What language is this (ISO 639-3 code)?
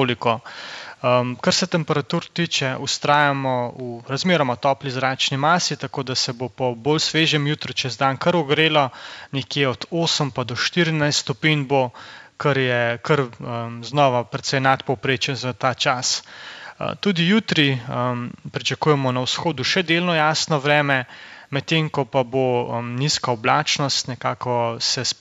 slv